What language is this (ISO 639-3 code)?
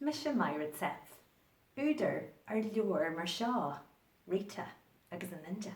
gle